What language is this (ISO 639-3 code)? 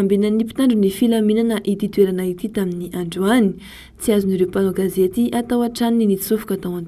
mlg